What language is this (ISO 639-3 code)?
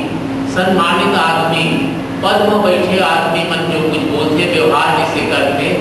hne